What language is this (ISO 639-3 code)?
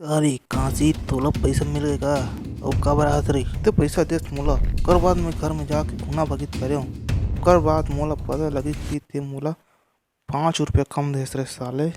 hne